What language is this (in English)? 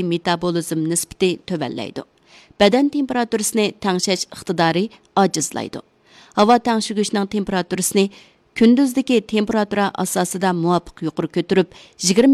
Uyghur